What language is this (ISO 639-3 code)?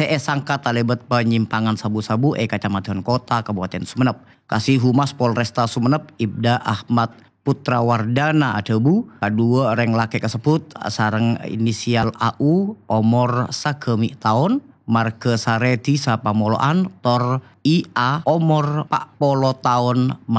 mad